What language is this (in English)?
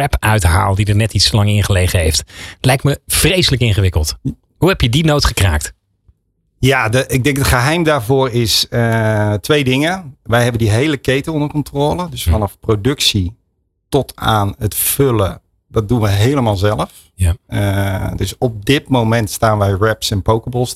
Dutch